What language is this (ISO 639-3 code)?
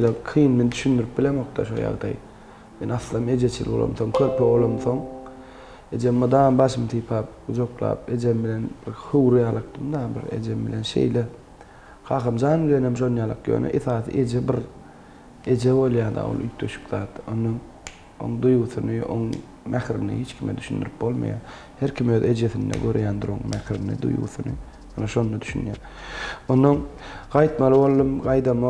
tuk